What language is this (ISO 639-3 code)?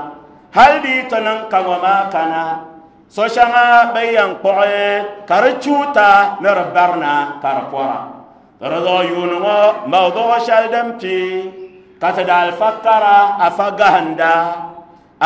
dag